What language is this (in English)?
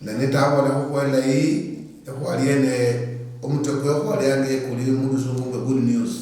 Luyia